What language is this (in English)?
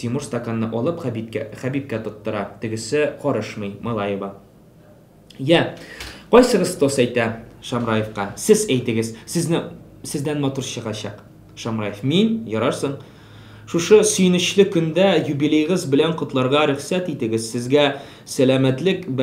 Tatar